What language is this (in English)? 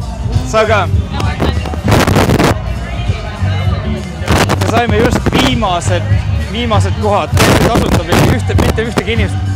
Estonian